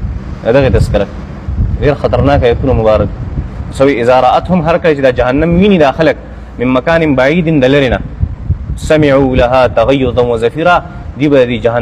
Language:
Pashto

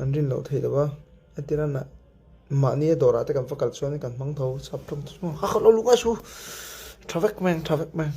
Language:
Mizo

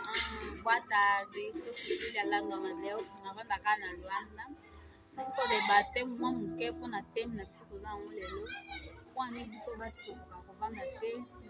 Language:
Lingala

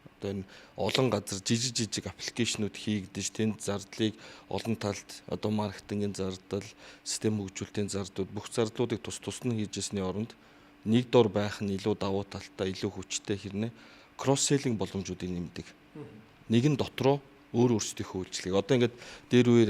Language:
Mongolian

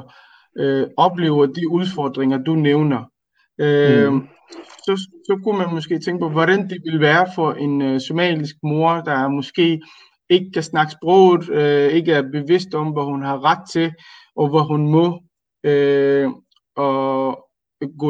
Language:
Danish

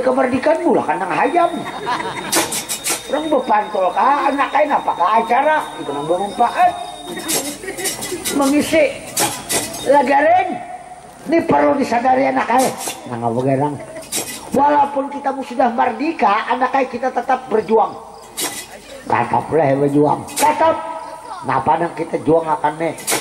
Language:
Banjar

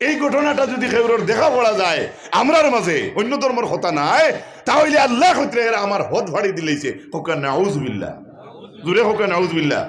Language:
Sylheti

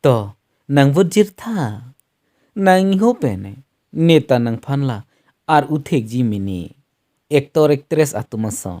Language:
Karbi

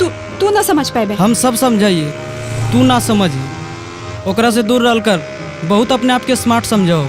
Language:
Magahi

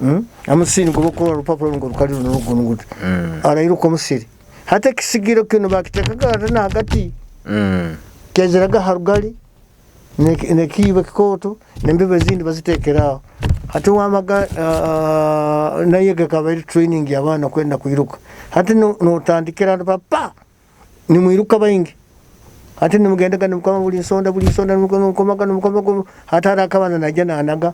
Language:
Nyoro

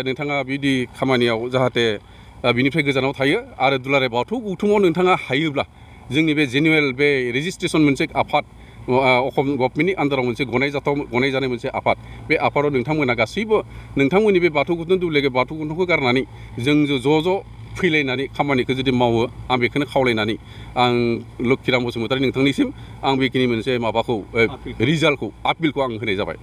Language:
Bodo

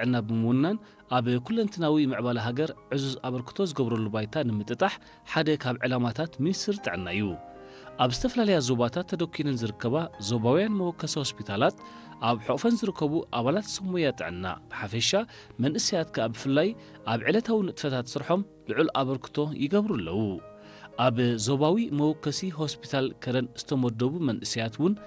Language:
Tigrinya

